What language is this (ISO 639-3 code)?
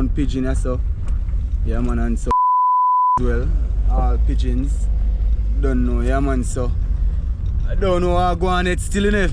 jam